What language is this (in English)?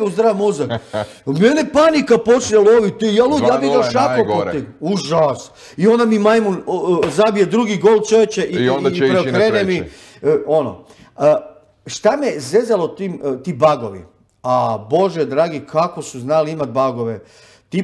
Croatian